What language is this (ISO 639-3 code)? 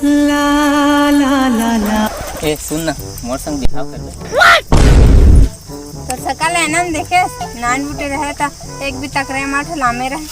hne